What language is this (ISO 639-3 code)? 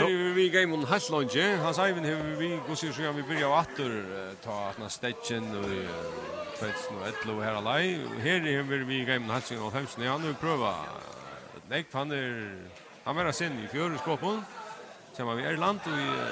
fao